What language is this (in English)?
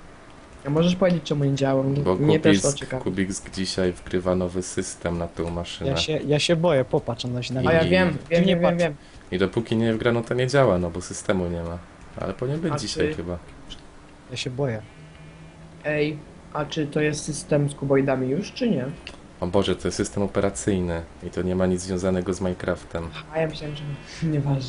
Polish